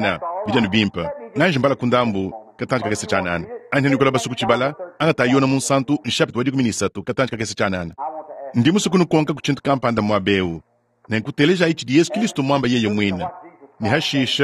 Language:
Luba-Lulua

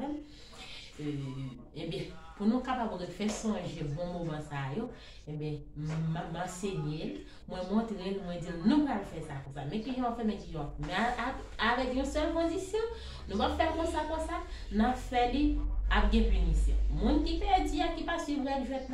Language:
Haitian Creole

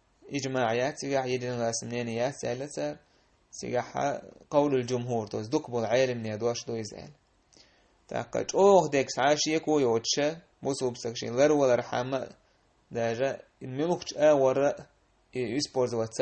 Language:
Chechen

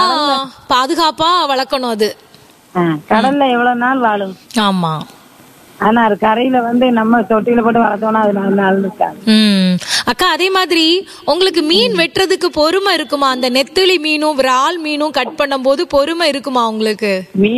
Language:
Tamil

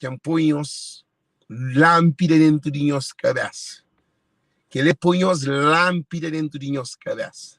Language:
Kabuverdianu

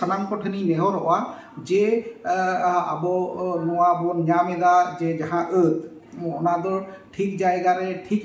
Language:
Santali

